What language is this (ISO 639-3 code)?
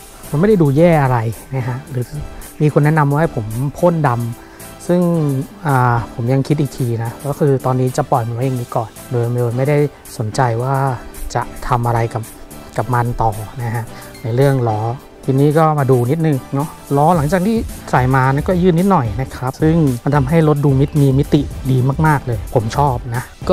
tha